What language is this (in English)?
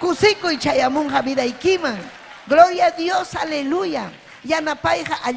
Ayacucho Quechua